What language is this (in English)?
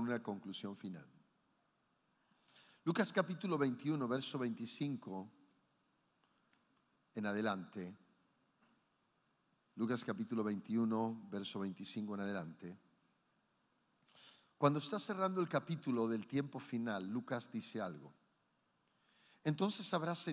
Spanish